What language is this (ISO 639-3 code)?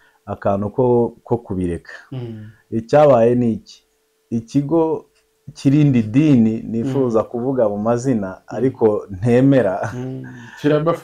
kin